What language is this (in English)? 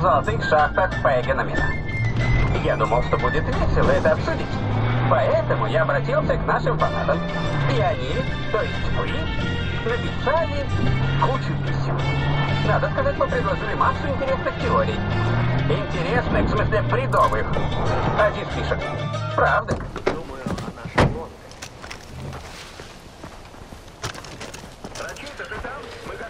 Russian